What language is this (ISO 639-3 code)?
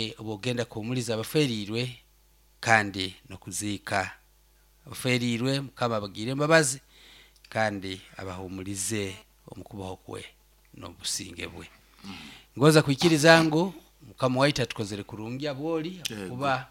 nyo